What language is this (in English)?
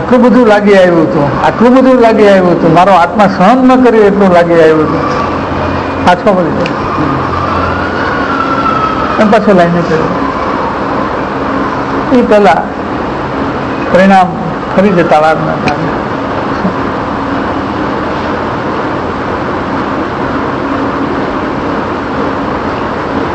Gujarati